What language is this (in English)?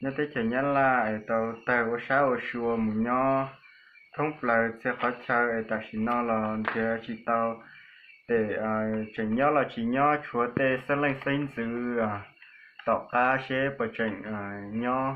Hmong